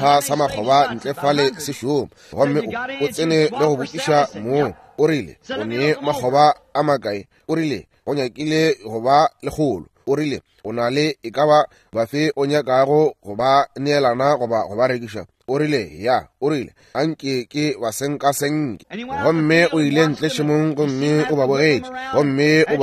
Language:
Northern Sotho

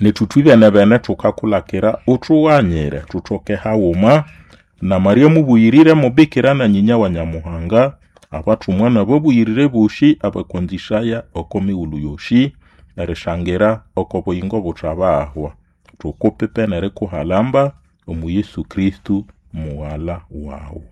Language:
Nande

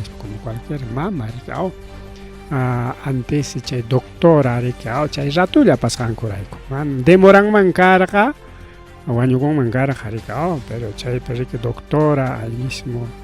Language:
Ayacucho Quechua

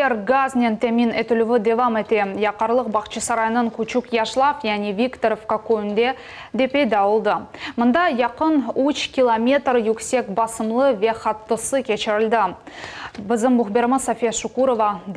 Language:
Crimean Tatar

